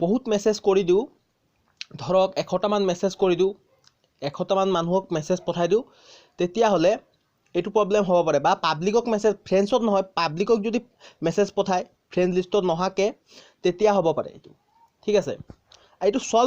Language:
Assamese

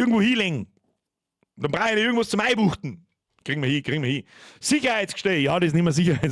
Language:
Bavarian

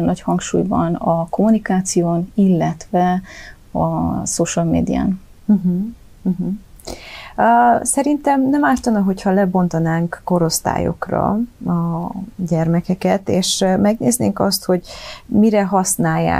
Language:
Hungarian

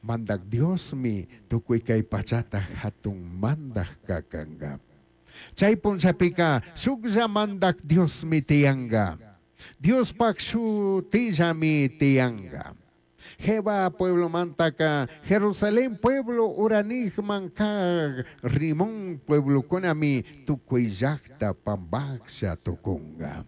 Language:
Chimborazo Highland Quichua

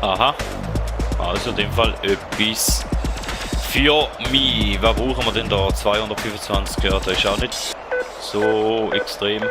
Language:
Swiss German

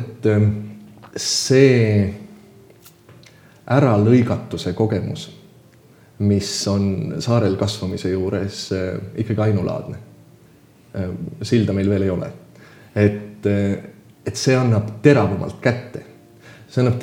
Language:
Estonian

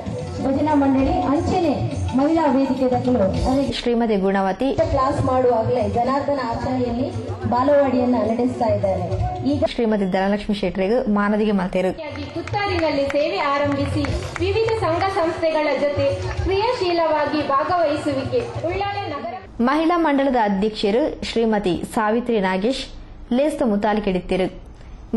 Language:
Kannada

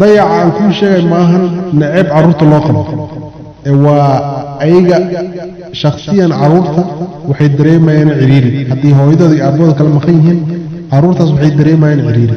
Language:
Somali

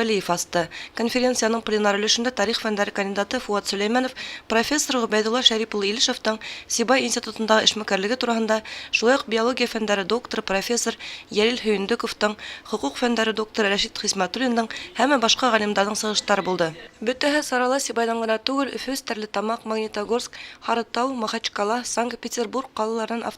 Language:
Bashkir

